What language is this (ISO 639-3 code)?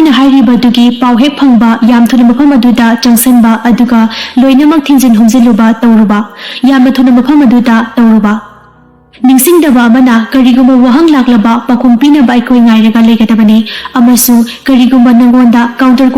mni